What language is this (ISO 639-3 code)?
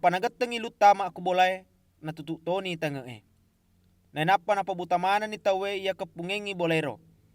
bug